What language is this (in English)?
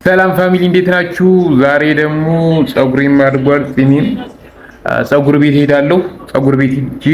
Amharic